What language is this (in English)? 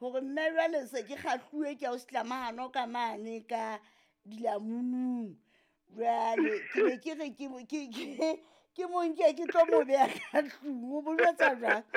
Southern Sotho